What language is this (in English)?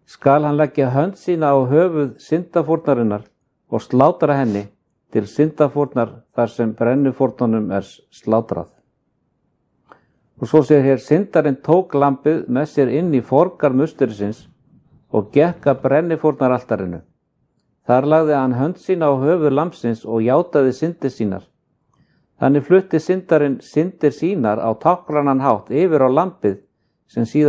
Icelandic